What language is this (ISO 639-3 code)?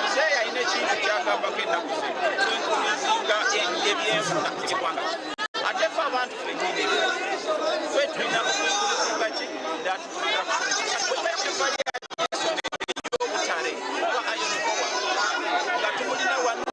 nyn